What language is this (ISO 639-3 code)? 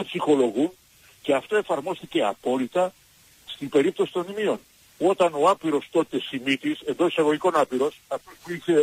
ell